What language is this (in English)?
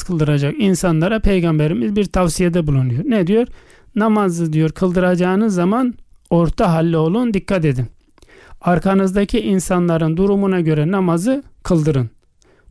Turkish